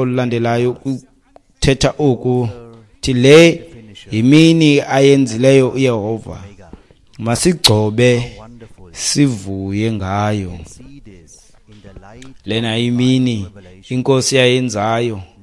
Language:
Xhosa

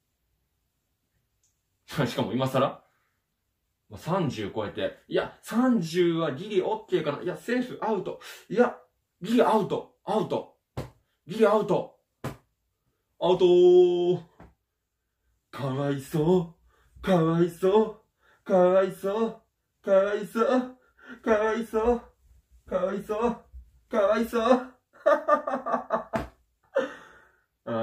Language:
Japanese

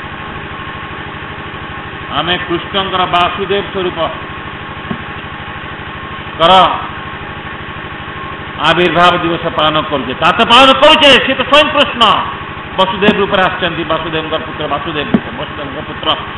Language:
Odia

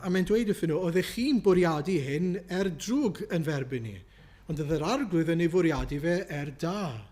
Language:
Welsh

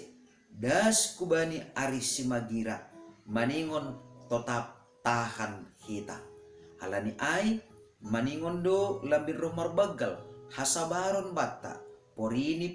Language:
Batak Simalungun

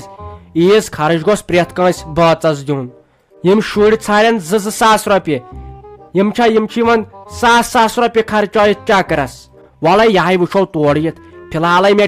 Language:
Kashmiri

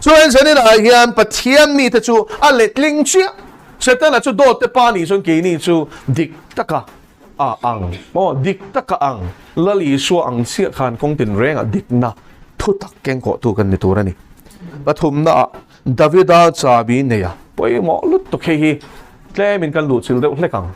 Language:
Mizo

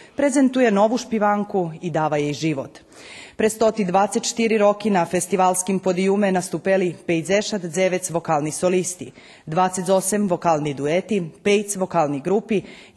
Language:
Rusyn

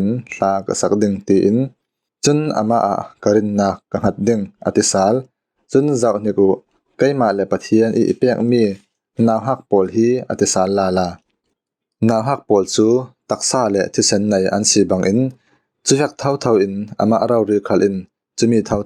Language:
Falam Chin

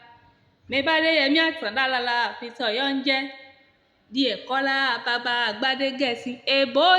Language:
Yoruba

